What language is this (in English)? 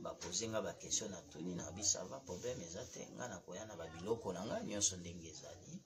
Lingala